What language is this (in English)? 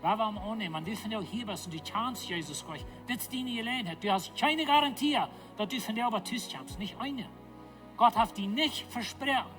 Plautdietsch